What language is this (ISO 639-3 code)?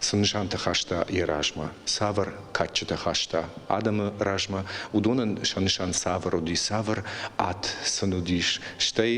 oss